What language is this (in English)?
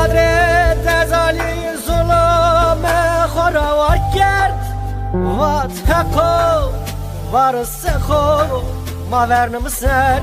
Zaza